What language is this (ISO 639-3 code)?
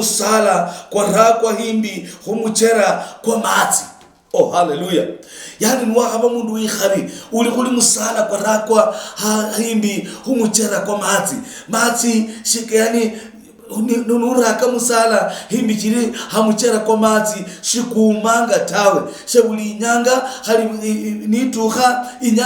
luy